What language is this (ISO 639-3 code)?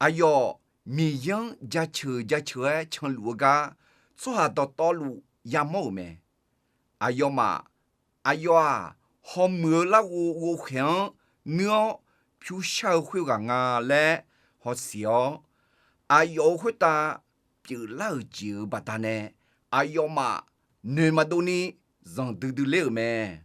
ahk